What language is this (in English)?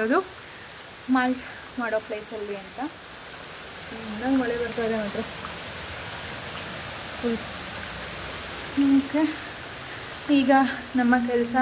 Kannada